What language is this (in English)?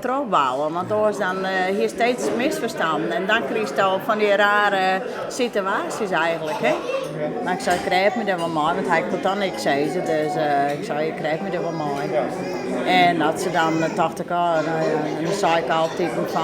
Western Frisian